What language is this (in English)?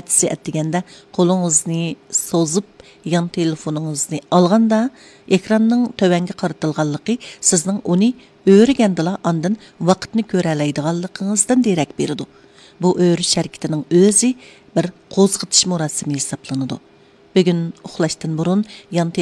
Uyghur